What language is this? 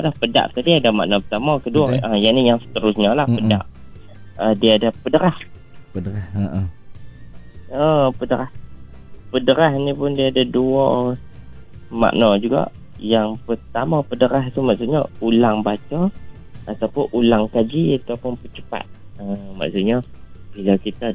Malay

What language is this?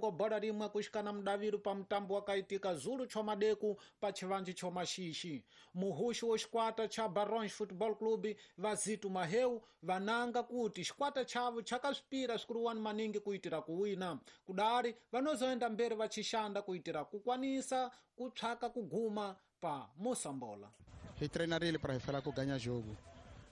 Tsonga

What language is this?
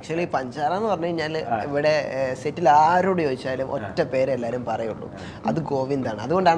Malayalam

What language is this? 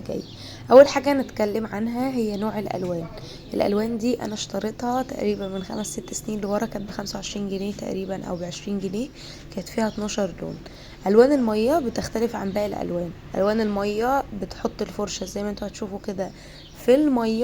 Egyptian Arabic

